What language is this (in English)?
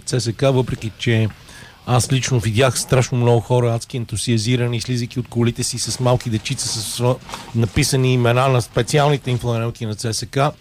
Bulgarian